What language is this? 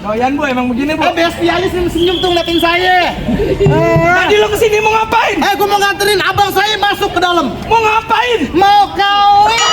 Betawi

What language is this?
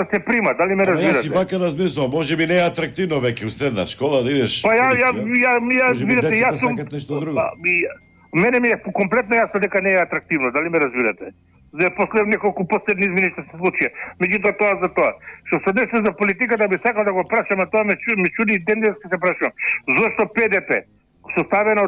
Macedonian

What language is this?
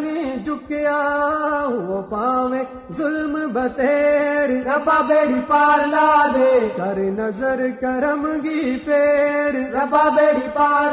Gujari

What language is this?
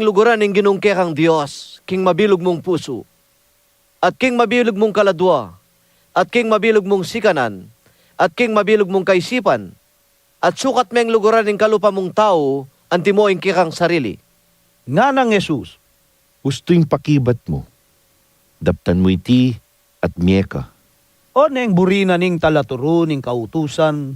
Pampanga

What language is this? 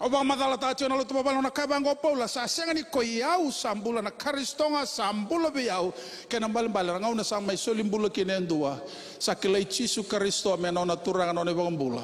Fijian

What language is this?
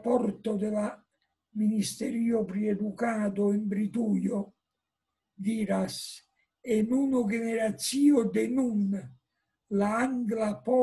Esperanto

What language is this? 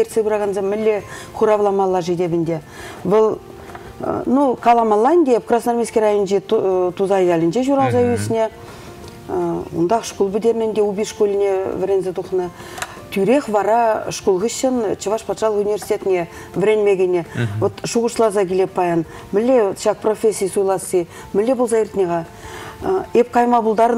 Chuvash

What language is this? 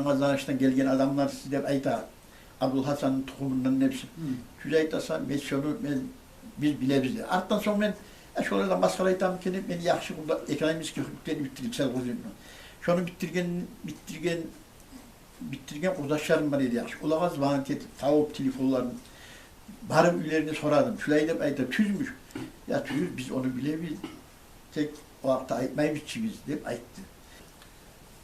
Kumyk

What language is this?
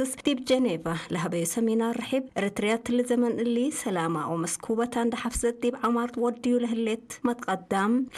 Tigre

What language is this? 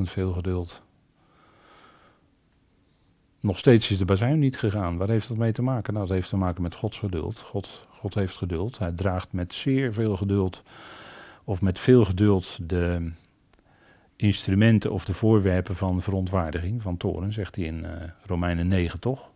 Dutch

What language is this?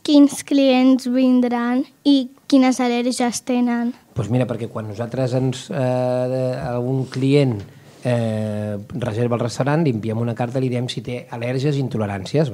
Catalan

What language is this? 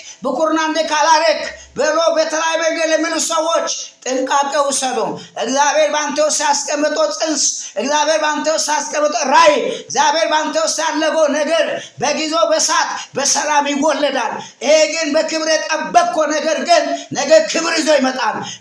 Amharic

